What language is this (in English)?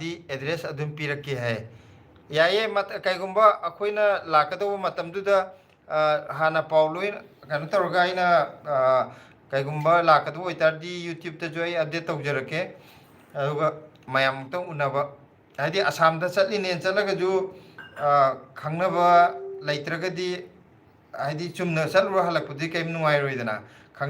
Manipuri